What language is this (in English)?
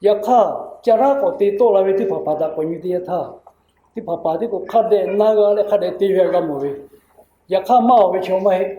Lahu